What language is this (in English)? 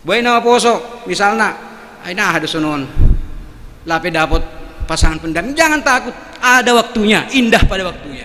Batak Simalungun